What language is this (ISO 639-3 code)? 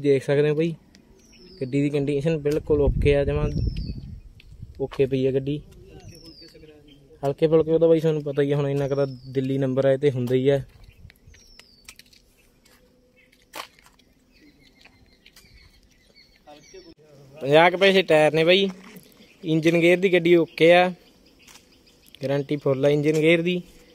pan